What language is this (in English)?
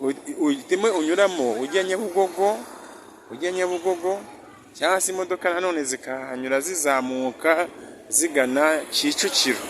Kinyarwanda